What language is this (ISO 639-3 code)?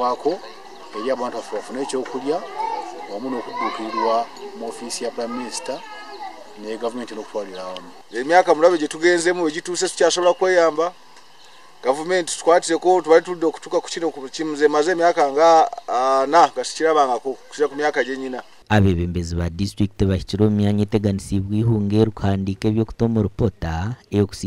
nyn